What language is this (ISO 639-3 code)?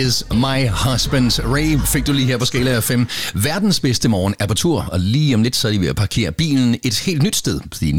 dan